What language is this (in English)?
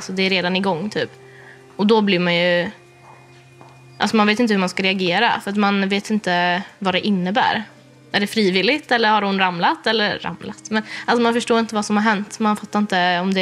Swedish